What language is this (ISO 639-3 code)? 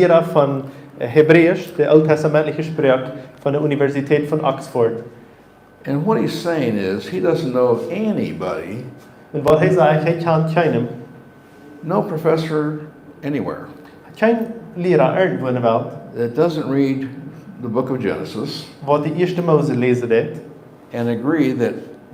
pdt